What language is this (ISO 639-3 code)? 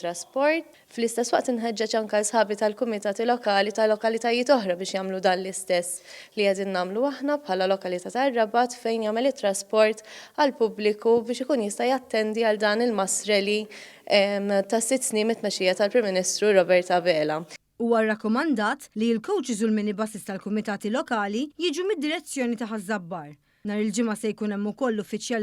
mlt